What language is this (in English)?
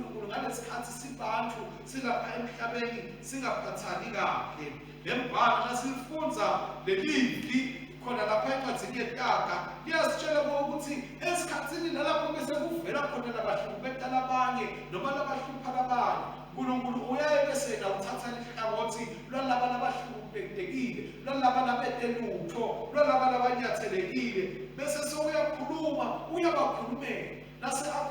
Swati